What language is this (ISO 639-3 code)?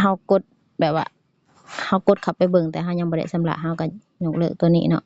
lao